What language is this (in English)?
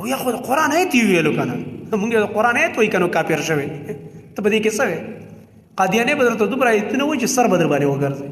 Pashto